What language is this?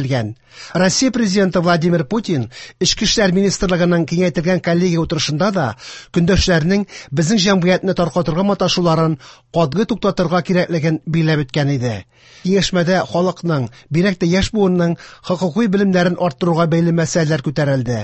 Tatar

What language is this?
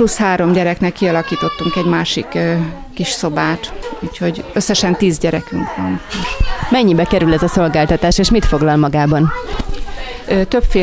Hungarian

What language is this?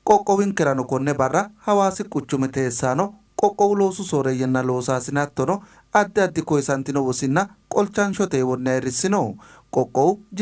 Sidamo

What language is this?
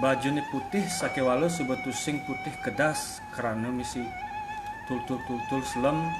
Balinese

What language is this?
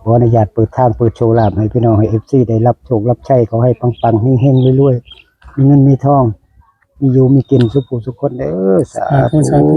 Northeastern Thai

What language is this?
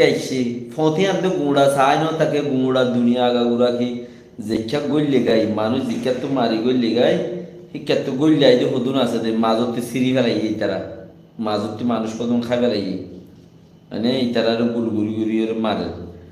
Rohingya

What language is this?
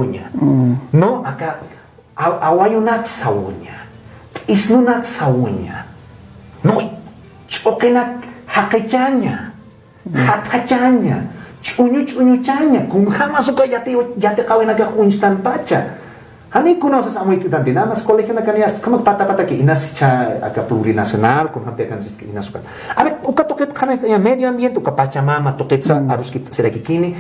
Aymara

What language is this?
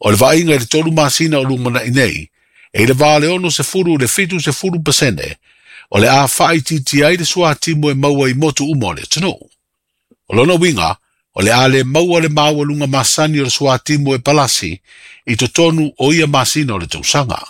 Samoan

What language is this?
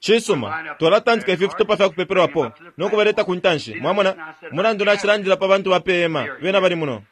Bemba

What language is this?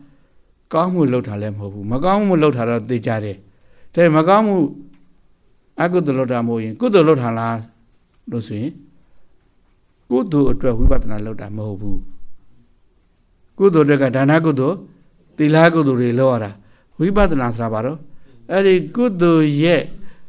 Burmese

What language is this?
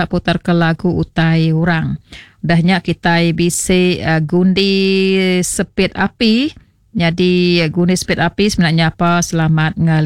Iban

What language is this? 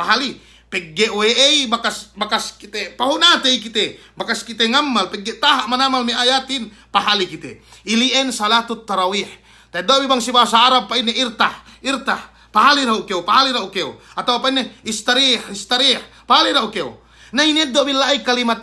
Yakan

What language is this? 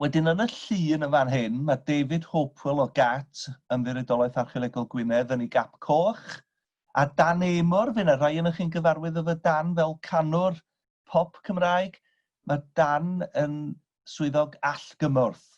Welsh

